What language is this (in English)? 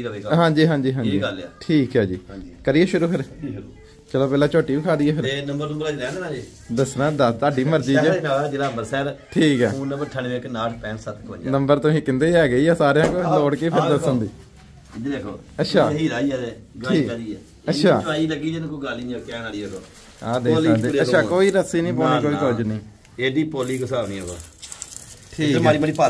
Punjabi